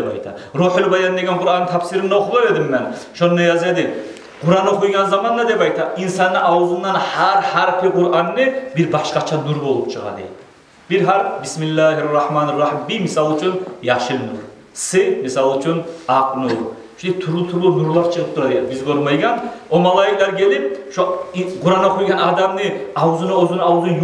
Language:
Kumyk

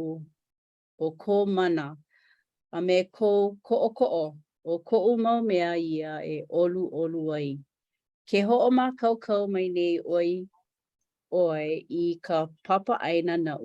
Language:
Hawaiian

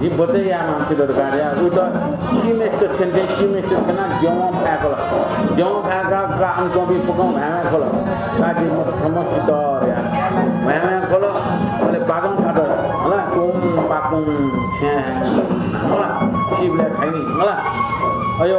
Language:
Newari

